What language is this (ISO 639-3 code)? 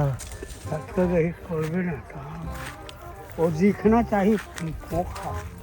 hne